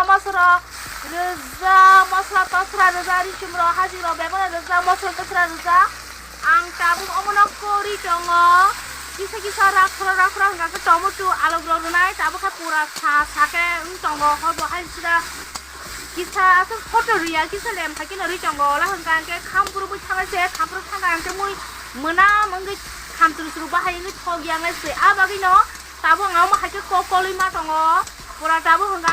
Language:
Kok Borok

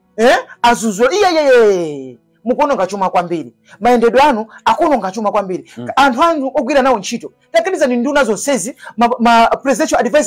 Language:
Nyanja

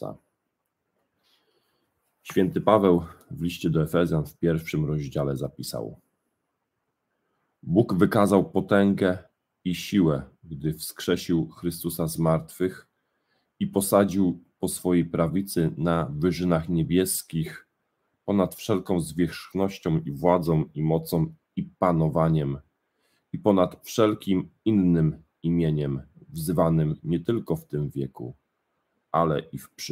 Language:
Polish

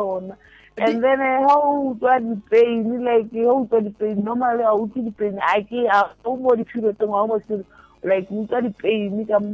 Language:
Northern Sotho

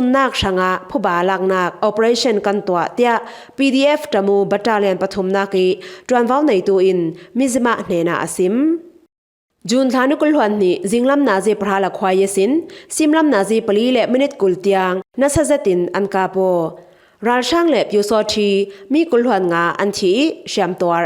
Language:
Falam Chin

